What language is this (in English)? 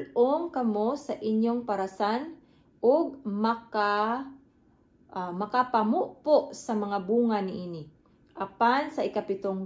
Cebuano